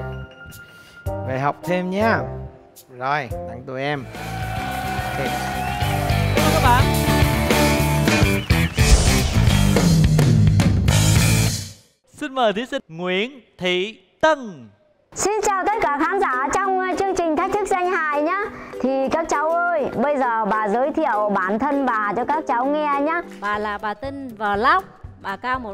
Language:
Vietnamese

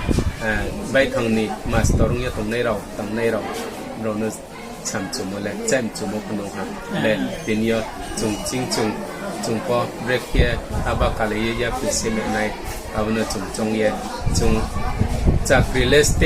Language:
Riang (India)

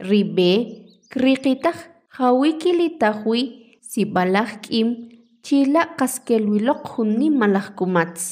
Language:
Kʼicheʼ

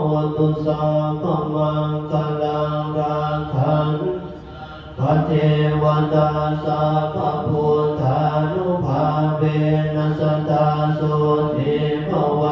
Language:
Pali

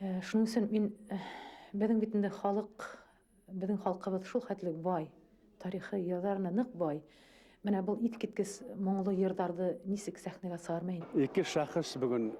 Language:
Bashkir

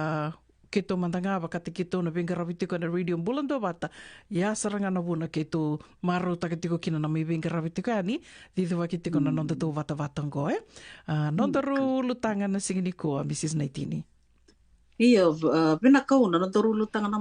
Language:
Fijian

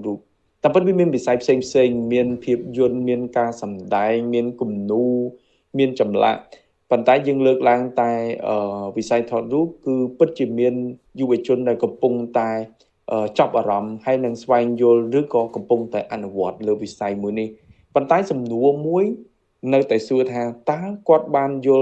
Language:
Khmer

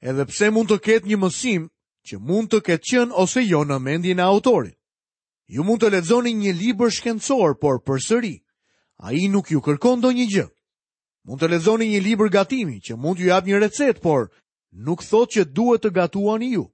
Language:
Albanian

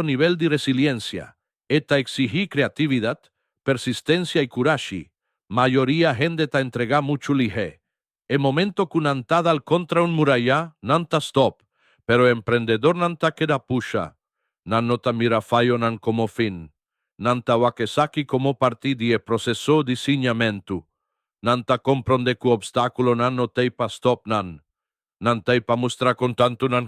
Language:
Papiamento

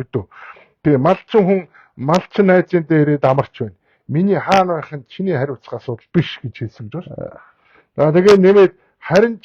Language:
Mongolian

